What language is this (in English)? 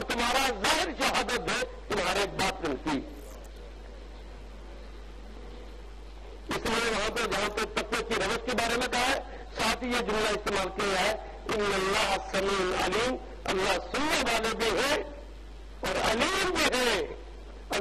Urdu